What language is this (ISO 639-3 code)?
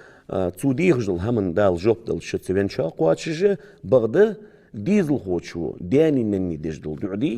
inh